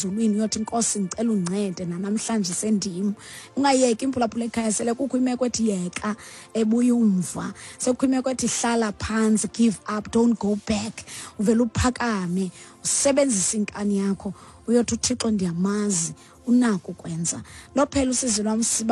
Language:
Xhosa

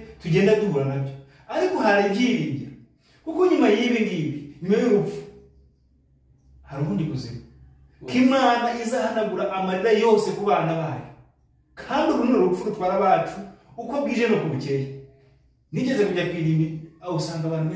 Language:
Kinyarwanda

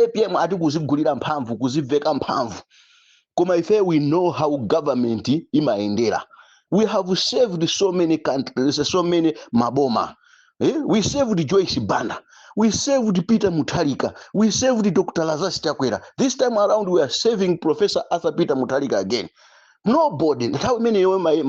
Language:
Nyanja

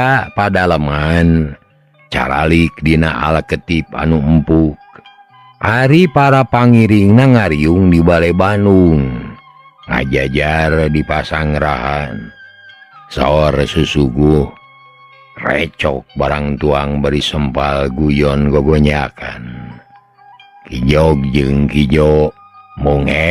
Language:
Sundanese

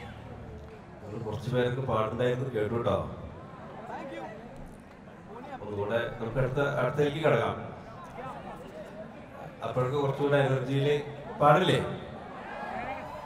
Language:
Malayalam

